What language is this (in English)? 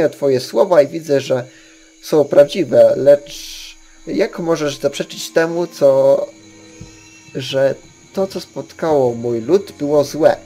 Polish